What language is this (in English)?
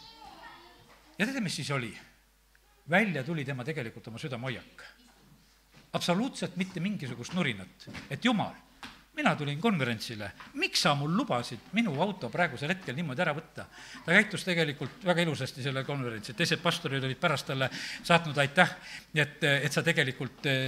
Estonian